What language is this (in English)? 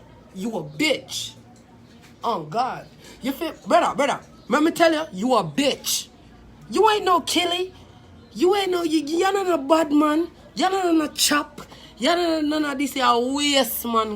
Jamaican Creole English